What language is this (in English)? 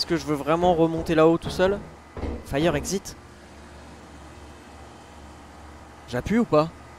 French